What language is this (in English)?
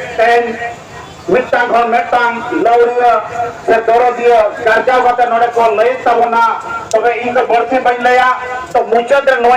Santali